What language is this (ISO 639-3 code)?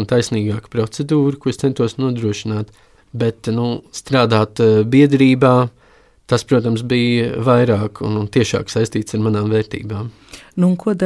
lav